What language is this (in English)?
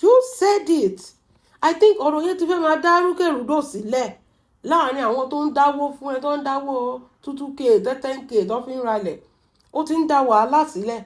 Yoruba